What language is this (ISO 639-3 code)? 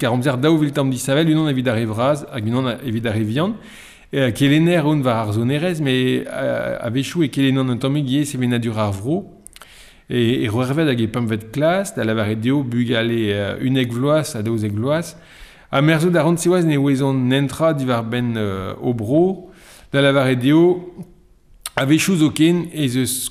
bre